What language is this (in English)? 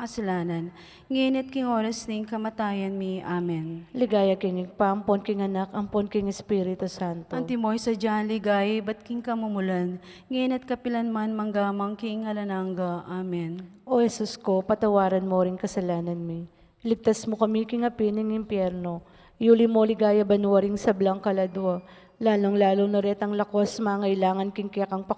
Pampanga